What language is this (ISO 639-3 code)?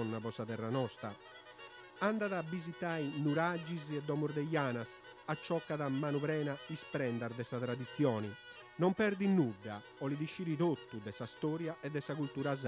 srd